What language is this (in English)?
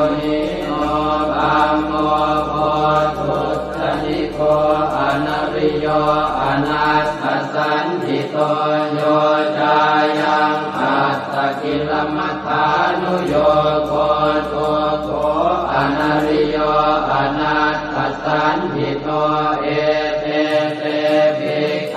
Pali